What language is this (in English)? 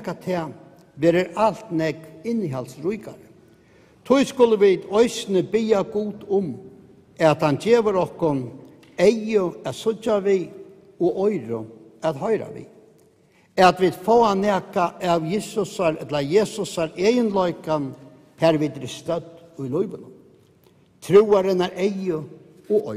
Faroese